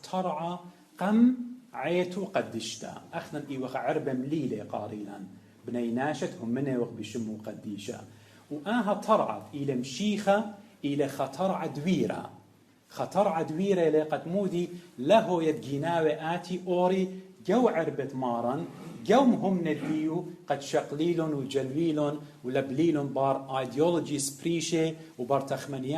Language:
Assyrian Neo-Aramaic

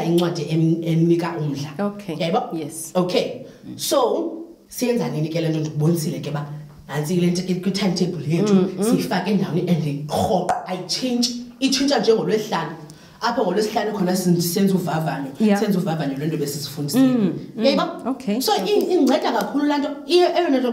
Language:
Xhosa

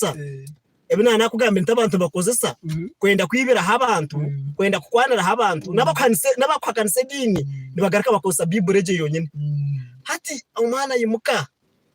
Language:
Nyankole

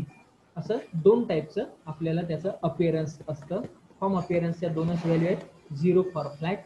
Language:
Marathi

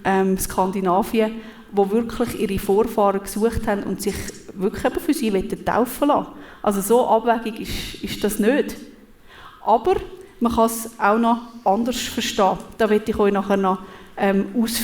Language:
Swiss German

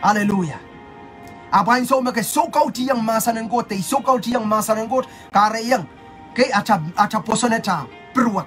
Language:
Pohnpeian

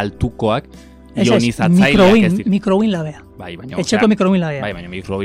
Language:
Basque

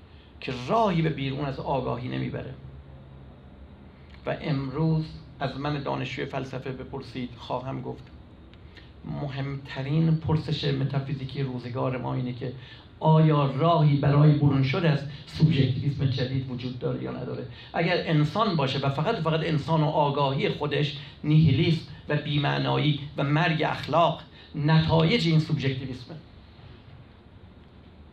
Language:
Persian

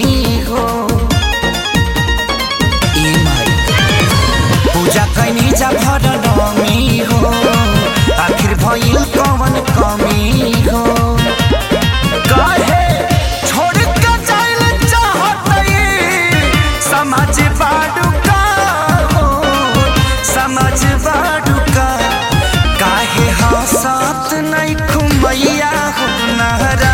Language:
Bhojpuri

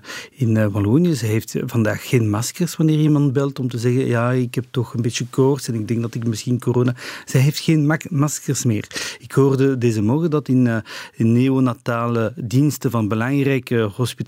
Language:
Dutch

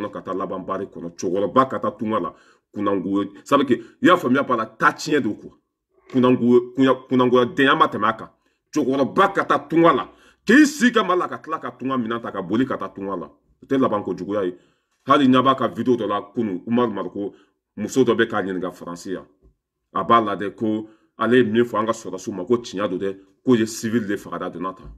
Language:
Bambara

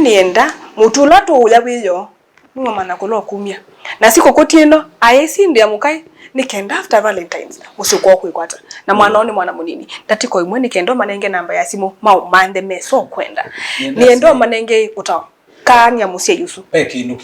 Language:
Kamba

